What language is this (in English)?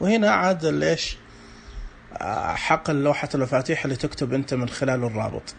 Najdi Arabic